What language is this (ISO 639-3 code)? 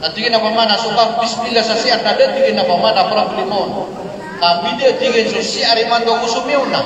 mrw